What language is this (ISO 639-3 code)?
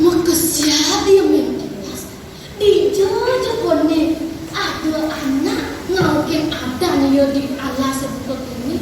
ban